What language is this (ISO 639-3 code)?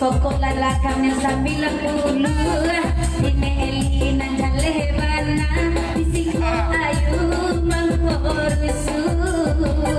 min